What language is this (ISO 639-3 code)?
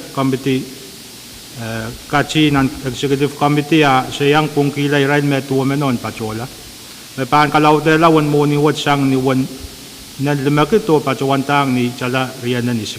pon